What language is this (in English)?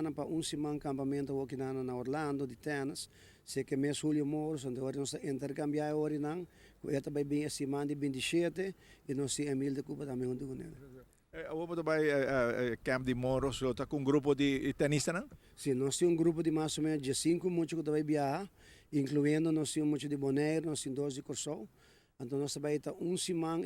Papiamento